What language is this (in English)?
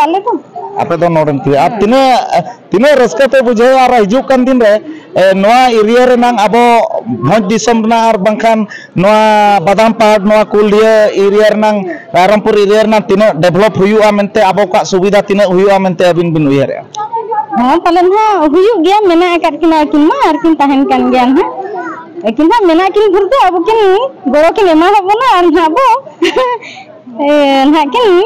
Santali